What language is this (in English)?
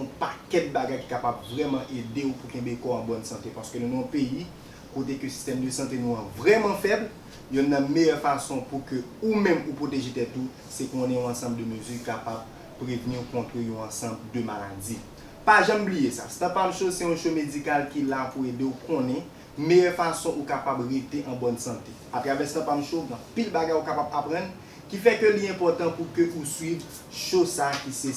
Haitian Creole